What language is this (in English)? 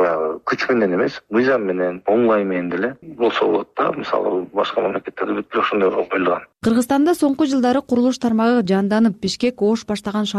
Kyrgyz